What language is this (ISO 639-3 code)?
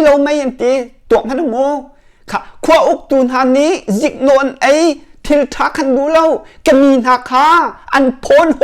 cnh